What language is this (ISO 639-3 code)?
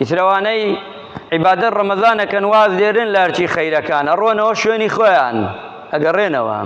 ckb